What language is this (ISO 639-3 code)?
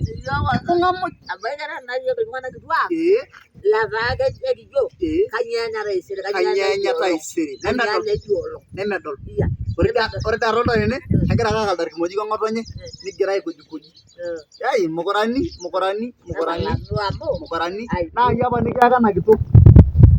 mas